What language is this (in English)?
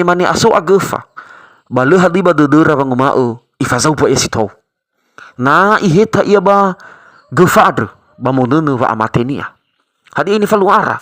Nias